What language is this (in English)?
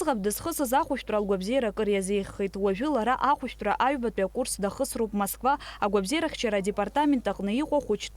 Abkhazian